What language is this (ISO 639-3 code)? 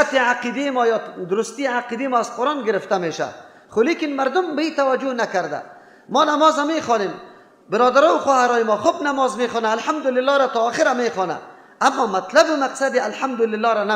fas